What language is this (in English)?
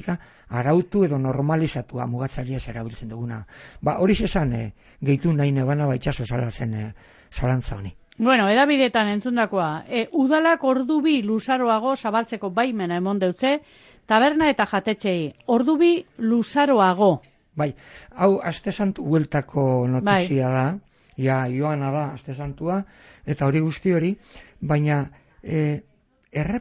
Basque